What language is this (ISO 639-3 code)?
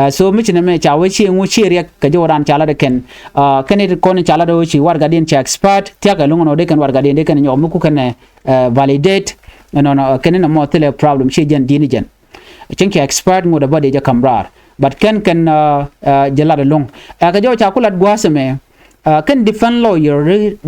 nus